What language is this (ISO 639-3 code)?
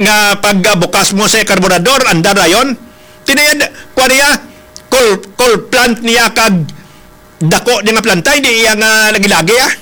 hil